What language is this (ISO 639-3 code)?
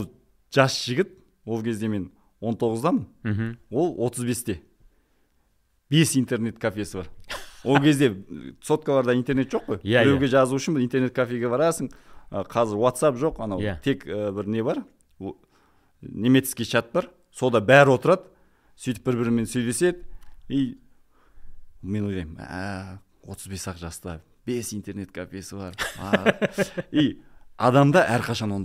kaz